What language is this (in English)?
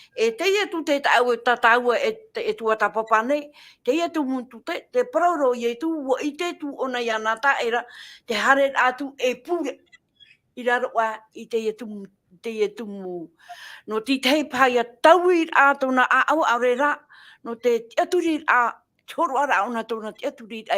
Tahitian